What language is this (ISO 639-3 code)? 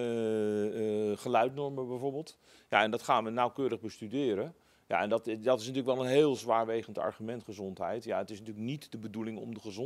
nld